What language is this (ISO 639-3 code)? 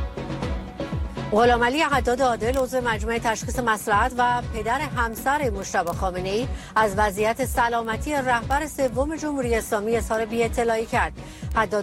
fas